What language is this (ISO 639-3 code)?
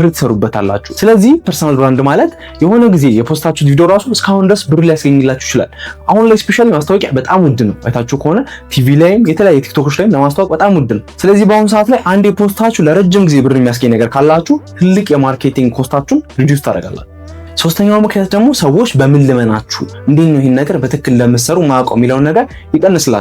amh